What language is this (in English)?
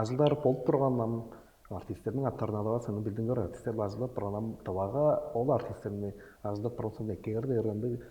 Tuvinian